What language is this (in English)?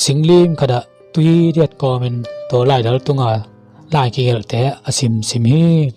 Tedim Chin